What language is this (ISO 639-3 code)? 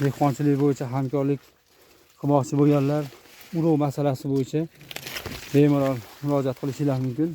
uzb